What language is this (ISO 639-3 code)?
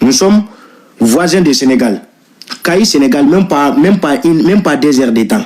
bam